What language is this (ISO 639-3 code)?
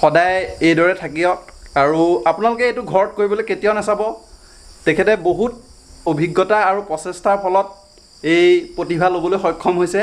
asm